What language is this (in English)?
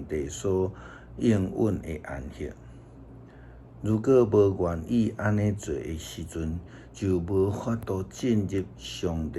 Min Nan Chinese